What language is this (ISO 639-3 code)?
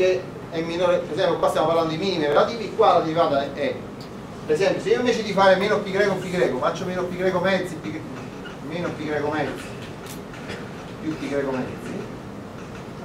ita